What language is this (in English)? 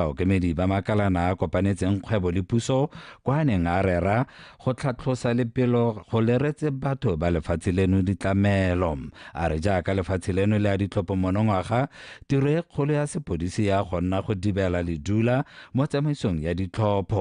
Tswana